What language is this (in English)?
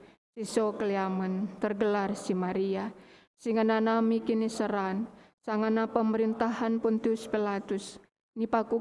Batak Karo